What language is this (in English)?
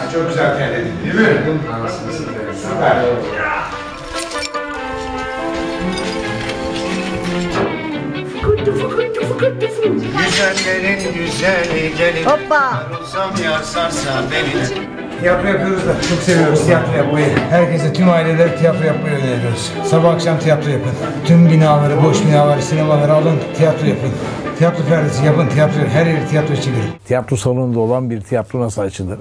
Turkish